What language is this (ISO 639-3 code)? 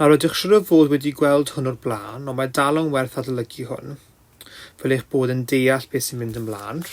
cym